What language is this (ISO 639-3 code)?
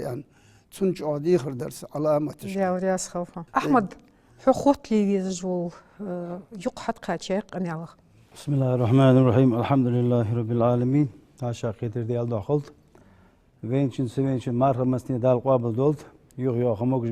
inh